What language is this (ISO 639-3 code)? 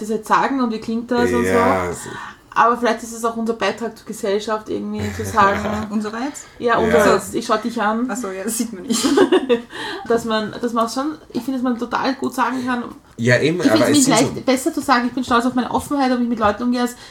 deu